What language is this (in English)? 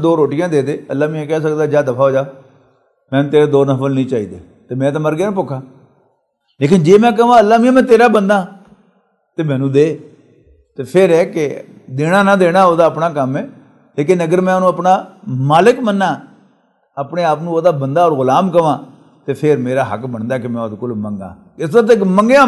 Western Panjabi